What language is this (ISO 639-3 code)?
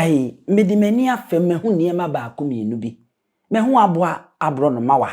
aka